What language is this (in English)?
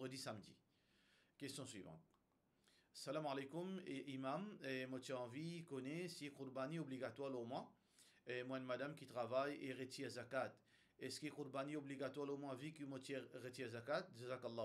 Morisyen